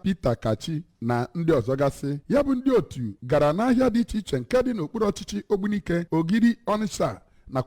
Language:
Igbo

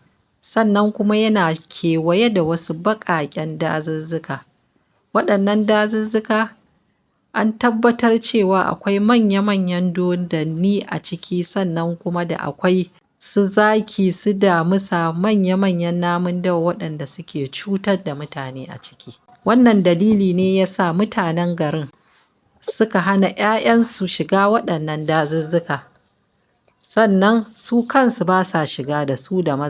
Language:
Hausa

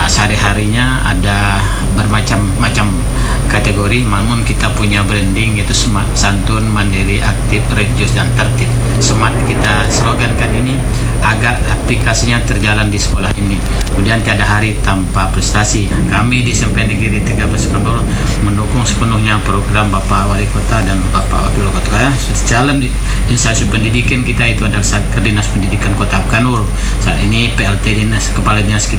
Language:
Indonesian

